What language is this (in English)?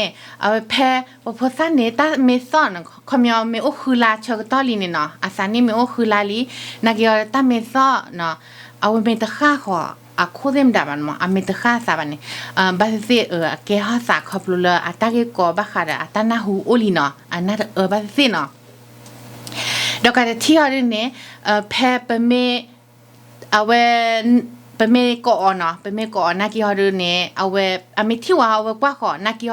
S'gaw Karen